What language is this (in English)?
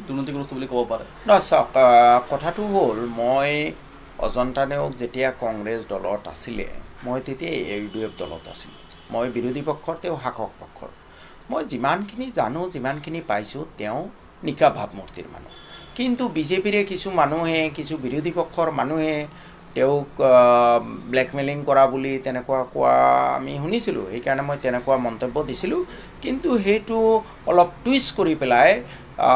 Assamese